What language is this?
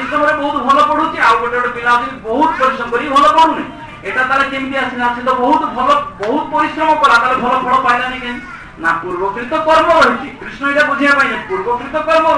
Odia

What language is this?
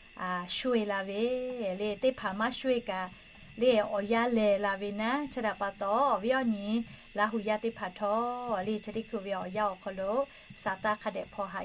Lahu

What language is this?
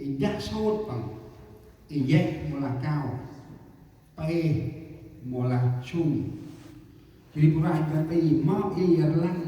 Central Mnong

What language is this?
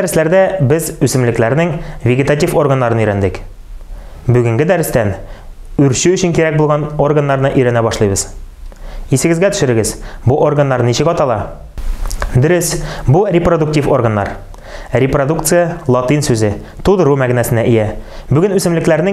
Tatar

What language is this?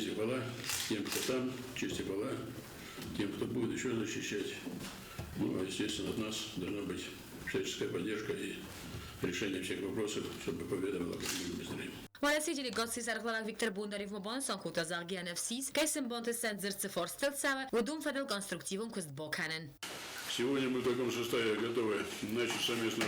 Ossetic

